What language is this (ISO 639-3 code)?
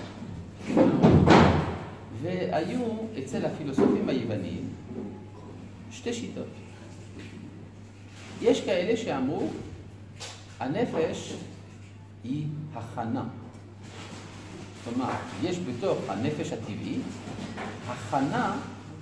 heb